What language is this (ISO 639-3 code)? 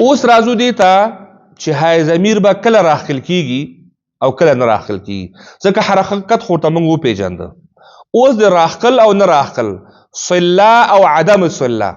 pus